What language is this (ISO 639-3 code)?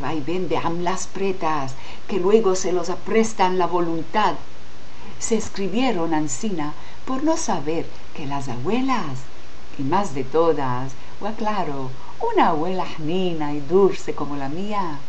lad